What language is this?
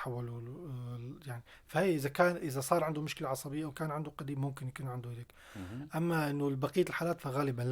North Levantine Arabic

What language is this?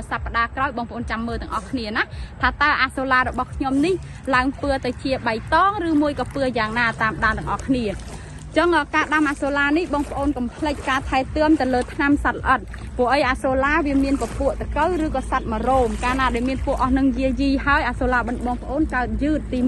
Khmer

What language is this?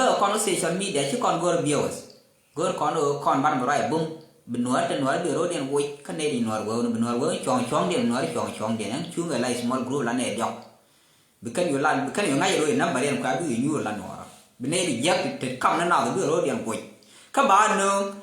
Nuer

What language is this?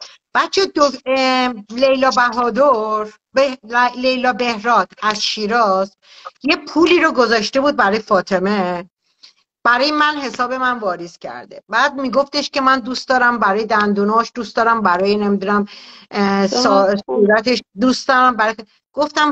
Persian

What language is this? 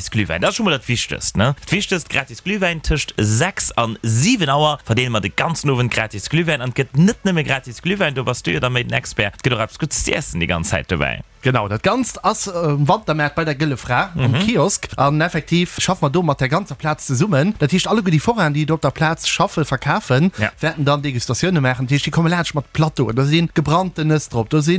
Luxembourgish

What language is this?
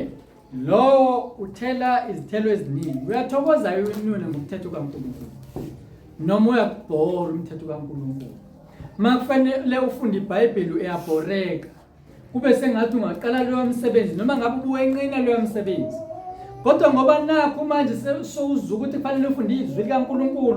Zulu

